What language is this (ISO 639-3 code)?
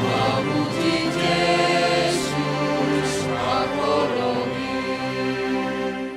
bts